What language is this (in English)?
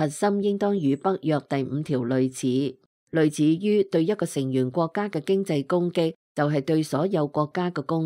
Cantonese